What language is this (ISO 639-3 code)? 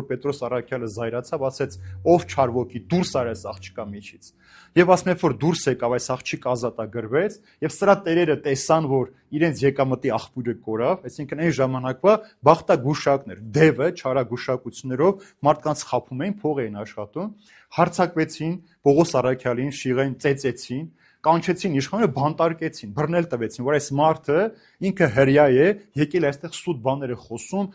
hye